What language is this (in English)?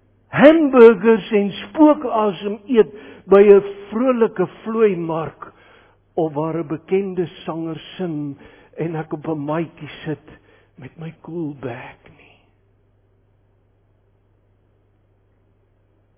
Afrikaans